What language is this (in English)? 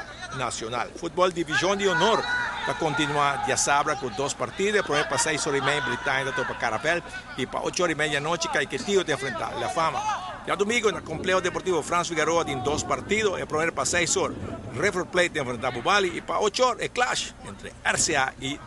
Papiamento